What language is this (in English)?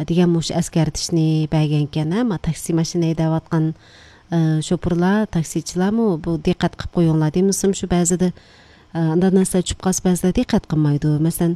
Uyghur